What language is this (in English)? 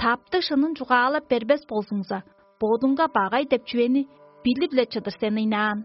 Tuvinian